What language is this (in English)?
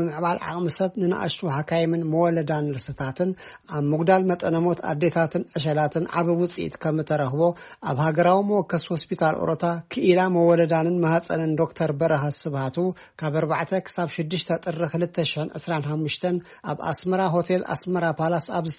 Tigrinya